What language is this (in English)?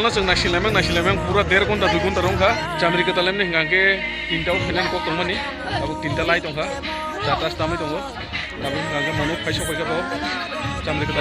Kok Borok